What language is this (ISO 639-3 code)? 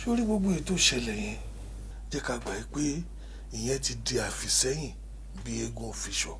yor